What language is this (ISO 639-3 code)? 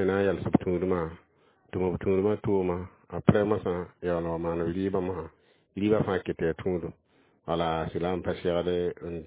mos